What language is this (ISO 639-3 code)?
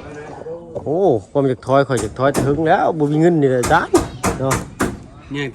lao